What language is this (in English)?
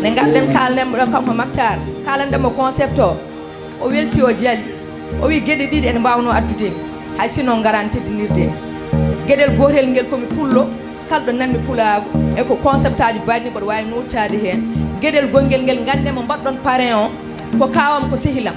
Fula